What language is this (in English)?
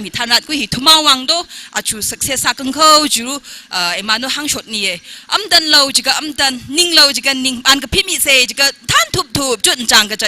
Tangkhul Naga (India)